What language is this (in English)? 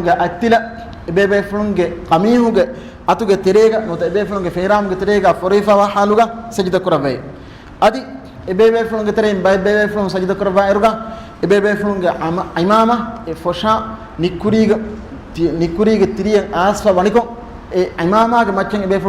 Divehi